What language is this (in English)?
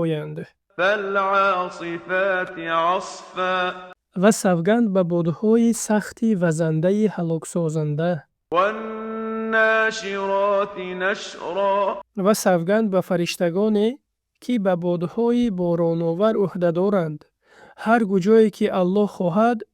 Tajik